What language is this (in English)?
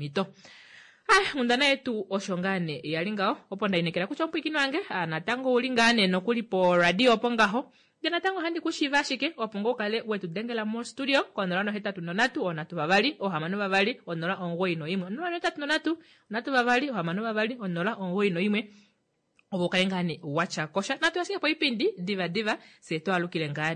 Kuanyama